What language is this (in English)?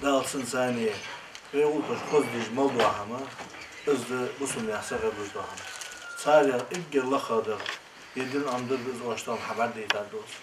Ingush